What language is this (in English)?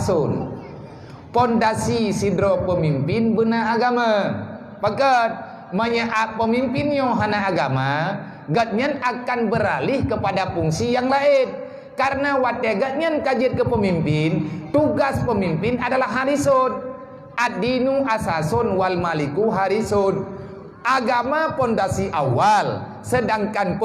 Achinese